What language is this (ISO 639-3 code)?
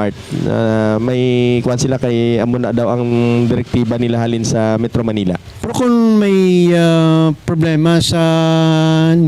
hil